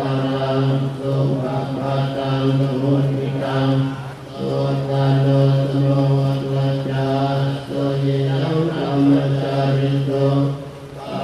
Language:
Pali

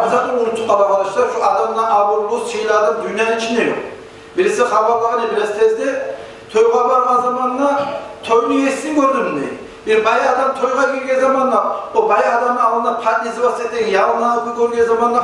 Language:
Kumyk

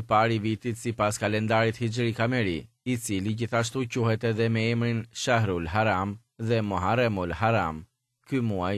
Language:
Albanian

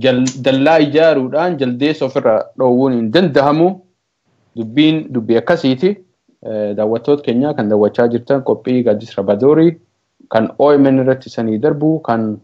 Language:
Oromo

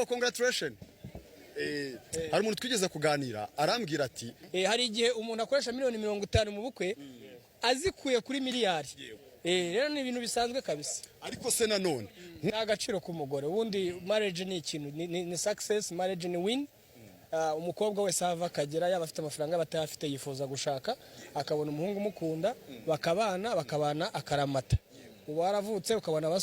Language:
Kinyarwanda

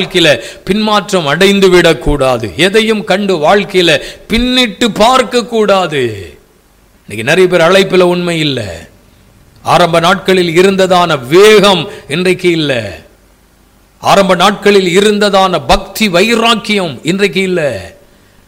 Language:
Tamil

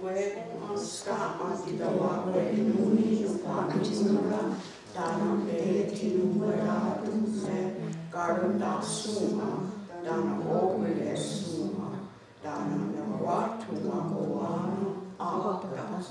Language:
Mohawk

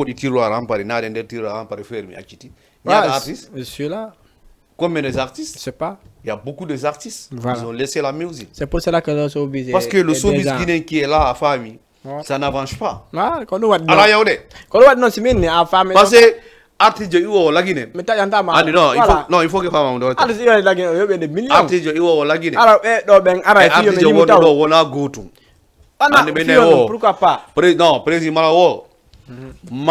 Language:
Fula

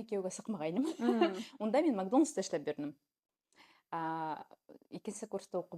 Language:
Bashkir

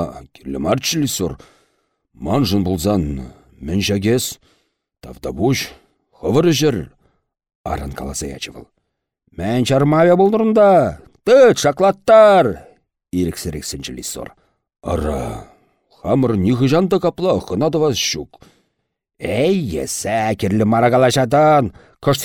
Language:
Chuvash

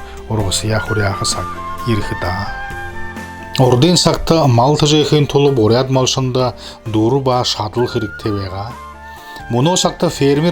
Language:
Buriat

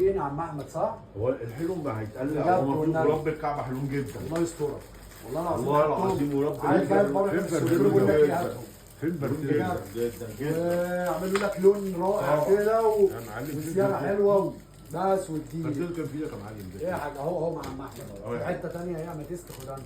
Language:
Egyptian Arabic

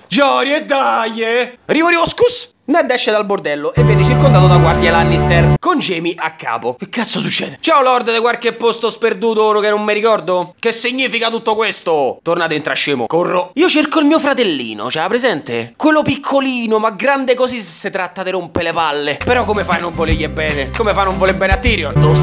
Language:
Italian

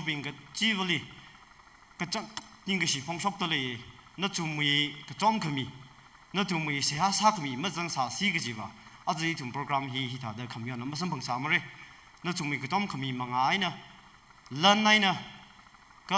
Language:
Tangkhul Naga (India)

